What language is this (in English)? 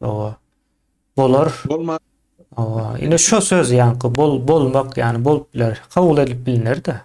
Turkmen